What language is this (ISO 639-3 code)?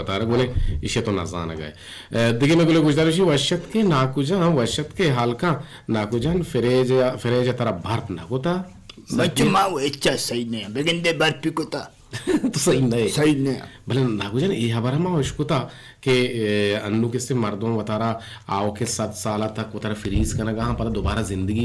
bgp